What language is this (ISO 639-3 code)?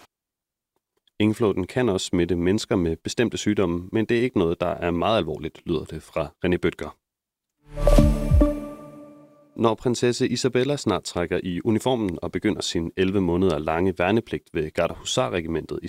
dan